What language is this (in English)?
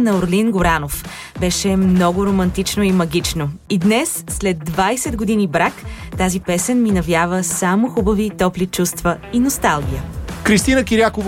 Bulgarian